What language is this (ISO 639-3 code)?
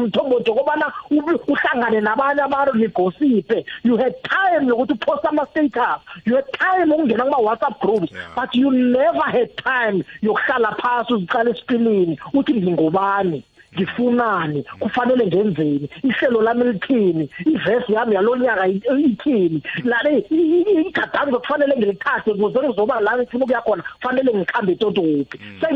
nbl